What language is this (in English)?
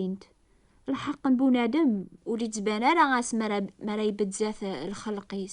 Kabyle